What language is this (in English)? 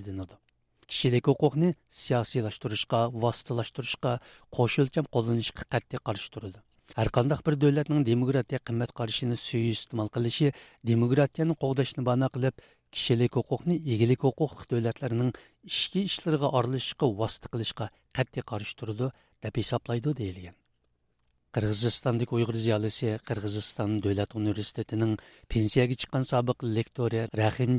Uyghur